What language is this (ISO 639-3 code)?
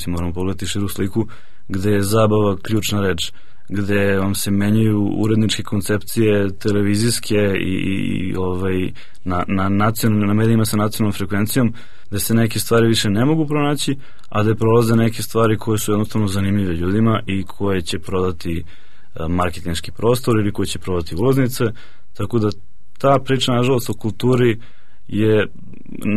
srp